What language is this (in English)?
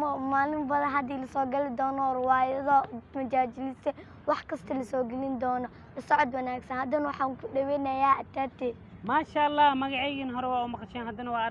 Somali